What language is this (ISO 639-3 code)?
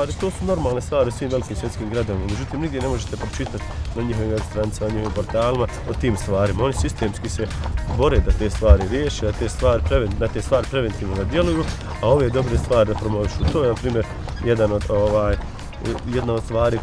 bos